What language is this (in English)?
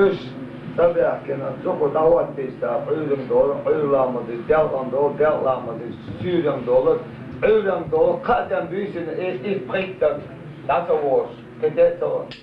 Chechen